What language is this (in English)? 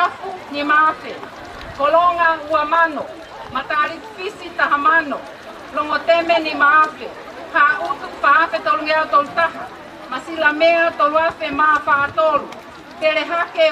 Tongan